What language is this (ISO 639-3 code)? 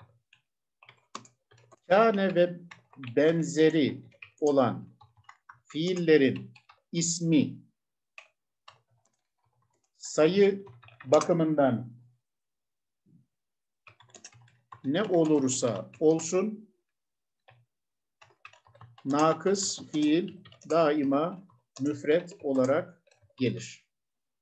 tur